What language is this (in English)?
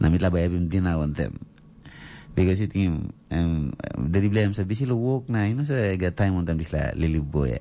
Tok Pisin